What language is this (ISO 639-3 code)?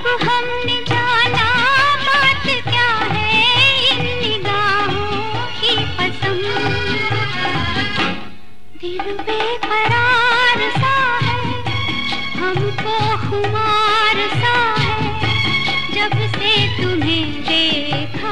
hin